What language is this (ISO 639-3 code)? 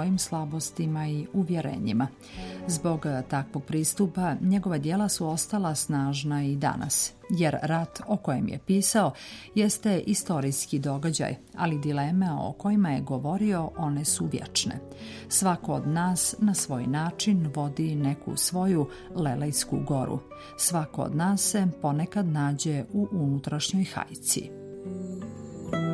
srp